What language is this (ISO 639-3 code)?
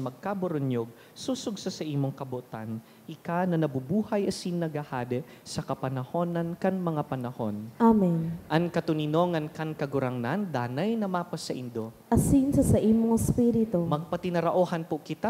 bik